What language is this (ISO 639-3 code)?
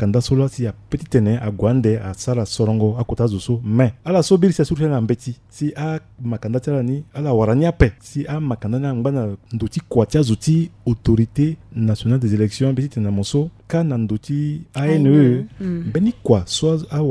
sag